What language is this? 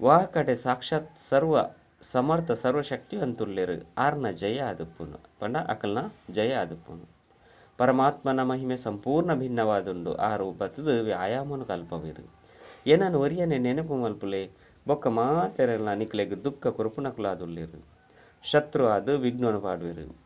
Tulu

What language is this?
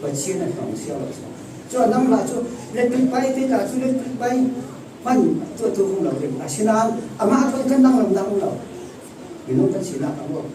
Falam Chin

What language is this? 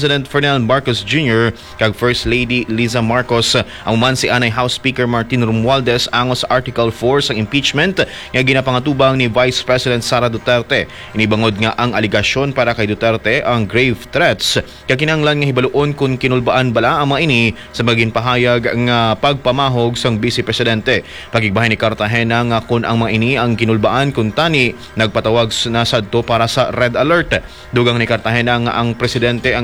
Hiligaynon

